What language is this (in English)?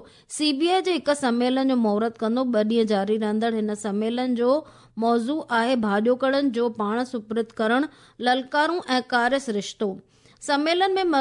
Sindhi